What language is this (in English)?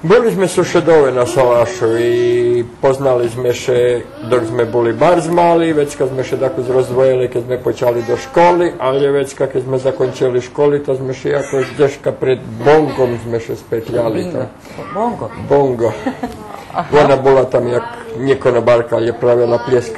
Rusyn